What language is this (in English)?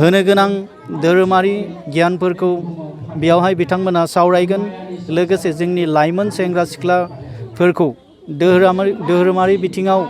Bodo